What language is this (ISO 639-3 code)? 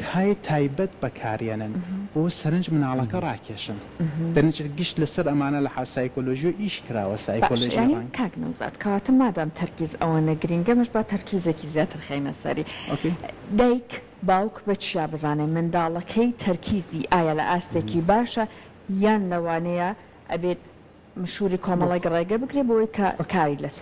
ckb